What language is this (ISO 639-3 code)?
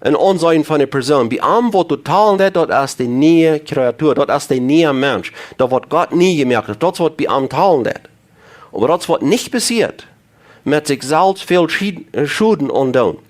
pdt